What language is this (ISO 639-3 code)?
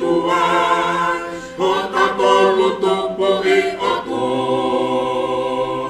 ton